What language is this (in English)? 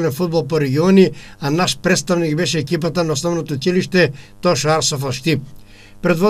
Macedonian